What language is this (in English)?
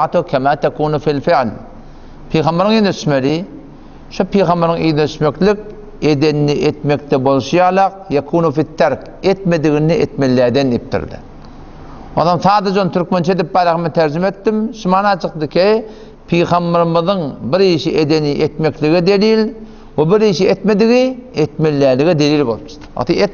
Turkmen